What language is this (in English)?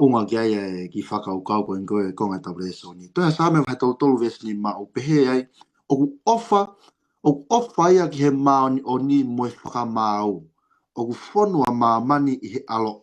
Tongan